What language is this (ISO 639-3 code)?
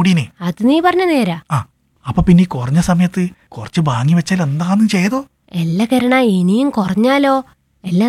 mal